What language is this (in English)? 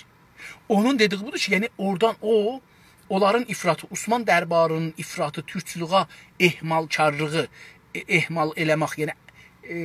South Azerbaijani